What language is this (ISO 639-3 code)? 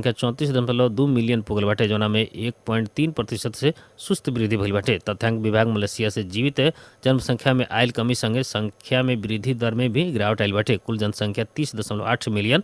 bho